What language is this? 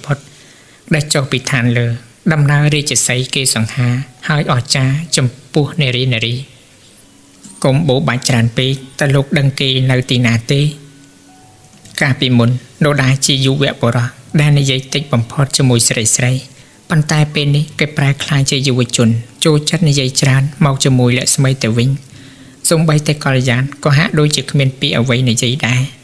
Khmer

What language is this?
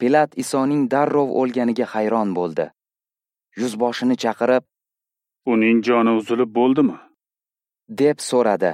Uzbek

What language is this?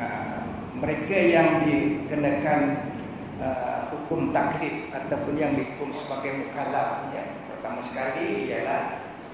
Malay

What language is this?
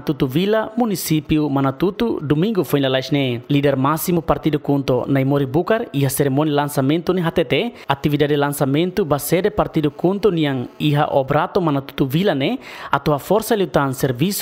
Tetum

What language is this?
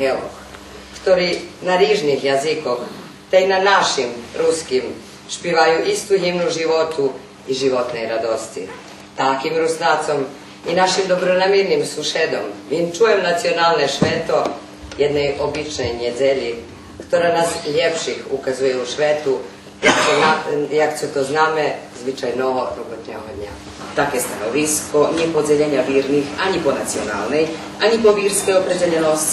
Rusyn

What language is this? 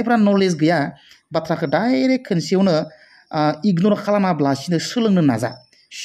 Bodo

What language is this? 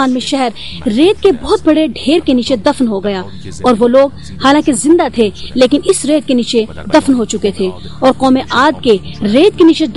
Urdu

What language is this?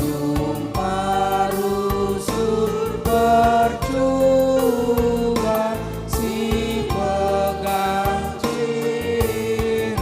Batak Karo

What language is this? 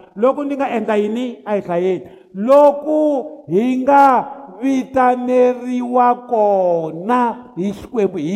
Tsonga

